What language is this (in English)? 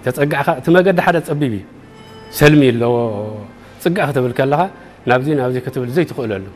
Tigrinya